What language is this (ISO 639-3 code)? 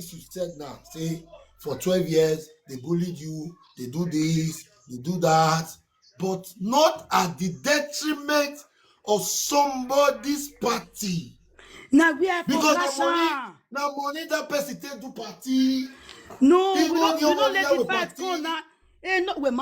pcm